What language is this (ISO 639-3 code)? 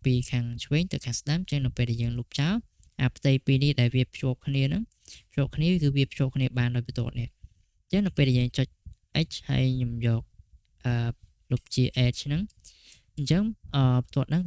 khm